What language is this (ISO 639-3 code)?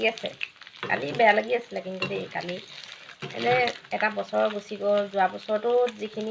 asm